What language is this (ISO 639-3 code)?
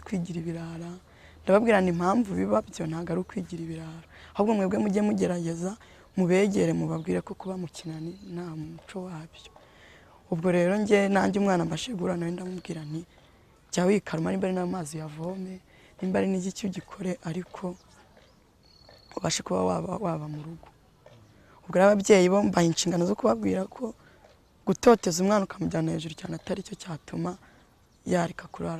kin